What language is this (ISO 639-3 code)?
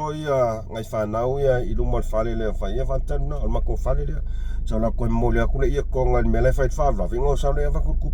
smo